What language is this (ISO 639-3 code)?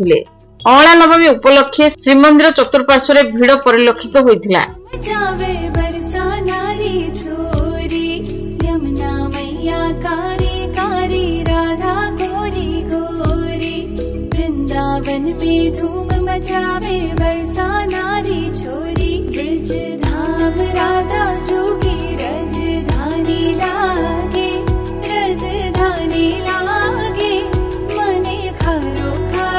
ori